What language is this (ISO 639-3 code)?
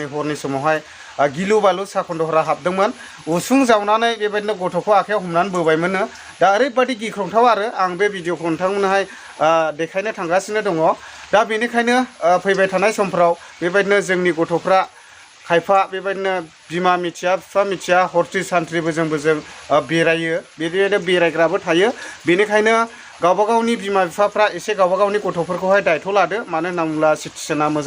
brx